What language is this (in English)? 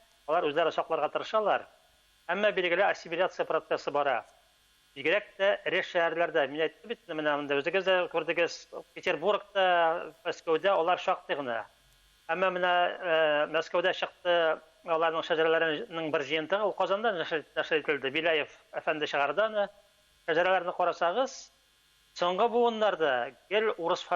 Tatar